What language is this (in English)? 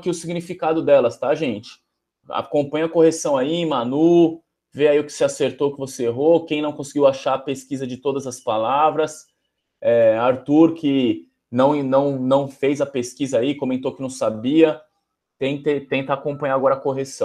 Portuguese